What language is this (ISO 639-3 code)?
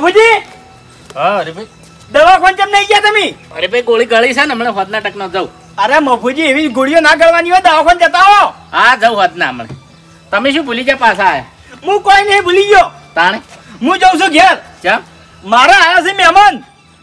guj